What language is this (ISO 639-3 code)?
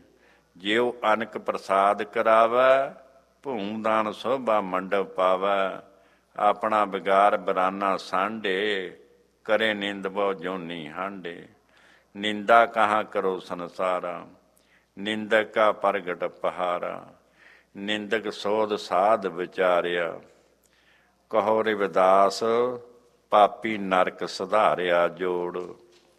pan